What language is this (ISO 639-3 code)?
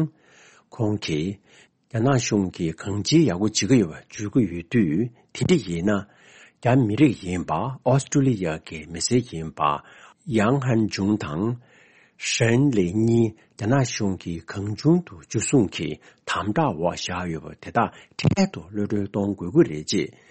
bod